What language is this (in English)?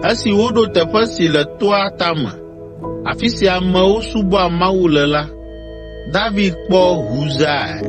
Ewe